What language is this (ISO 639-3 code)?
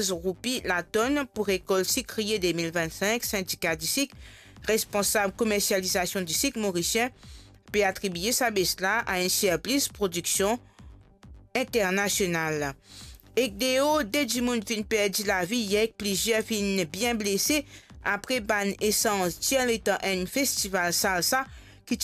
mfe